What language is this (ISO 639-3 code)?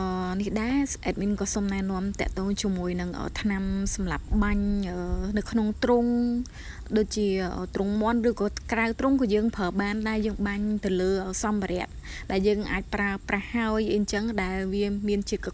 khm